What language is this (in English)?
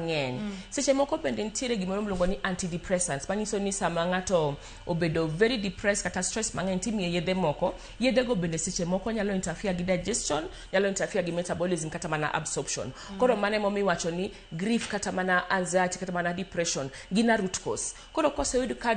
Luo (Kenya and Tanzania)